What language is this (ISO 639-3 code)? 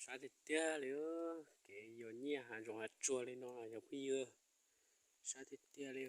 hmn